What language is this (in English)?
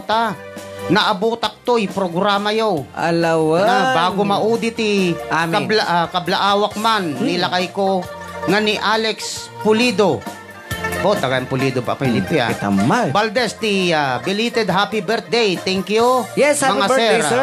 Iloko